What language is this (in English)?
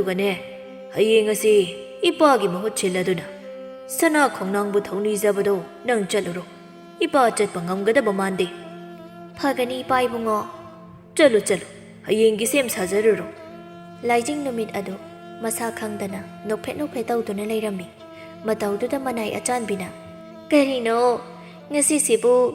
Manipuri